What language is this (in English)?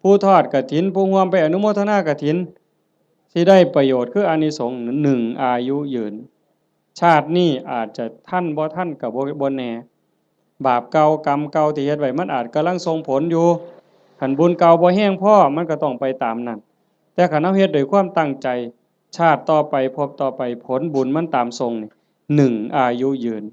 Northeastern Thai